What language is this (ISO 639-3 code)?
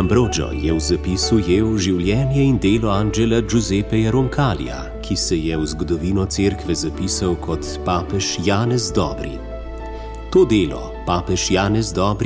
slv